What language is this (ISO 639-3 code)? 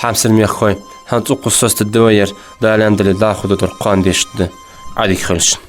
inh